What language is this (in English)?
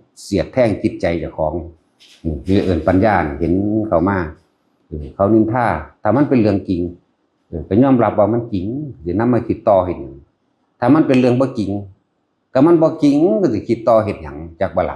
Northeastern Thai